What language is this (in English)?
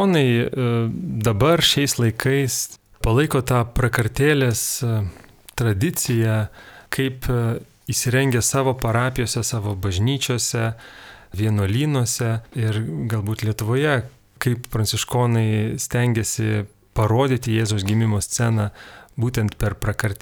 Lithuanian